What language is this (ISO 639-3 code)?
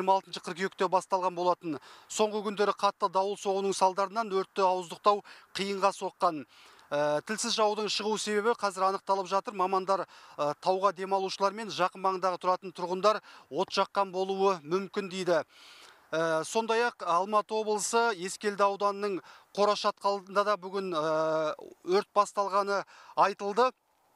kaz